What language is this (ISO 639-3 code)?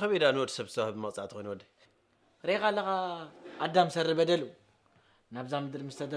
tir